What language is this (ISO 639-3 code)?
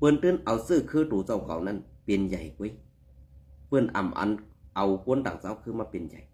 shn